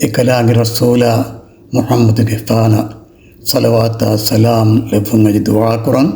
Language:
Divehi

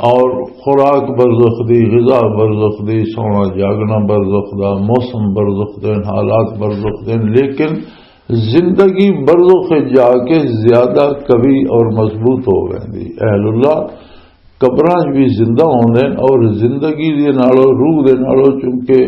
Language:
Western Panjabi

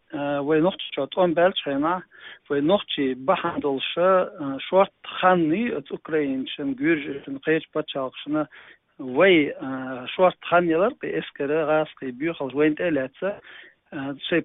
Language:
Chechen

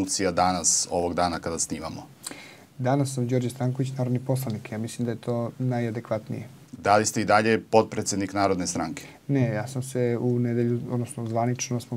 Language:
Serbian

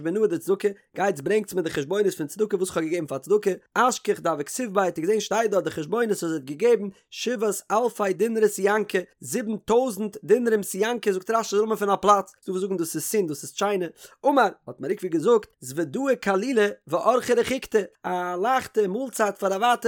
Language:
Yiddish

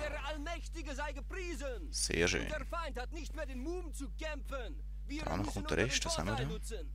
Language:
Swiss German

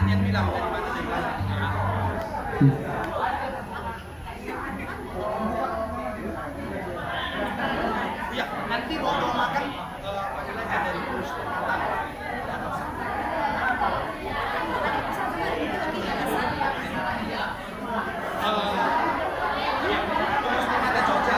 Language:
Indonesian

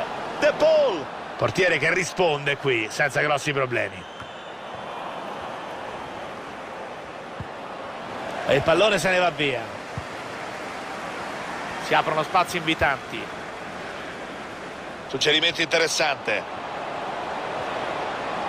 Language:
Italian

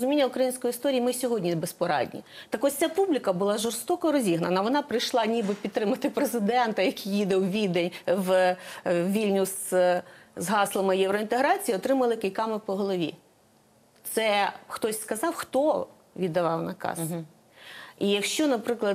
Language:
Ukrainian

